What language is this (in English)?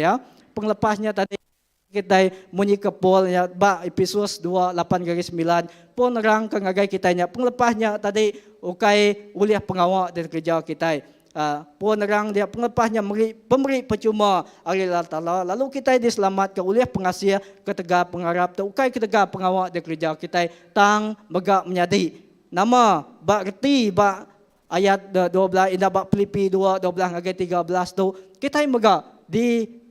Iban